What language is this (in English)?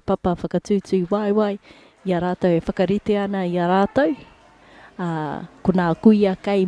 Māori